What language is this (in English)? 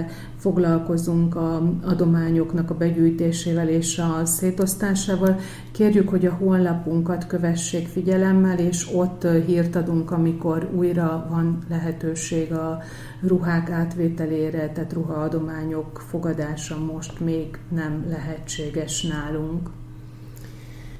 Hungarian